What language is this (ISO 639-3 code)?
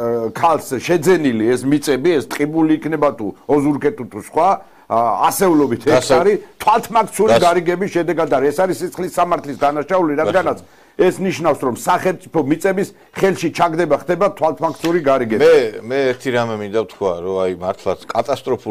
kat